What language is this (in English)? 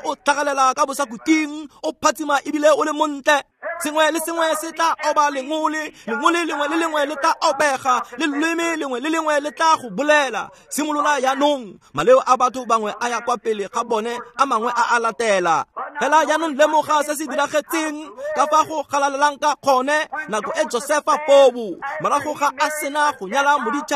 Tswana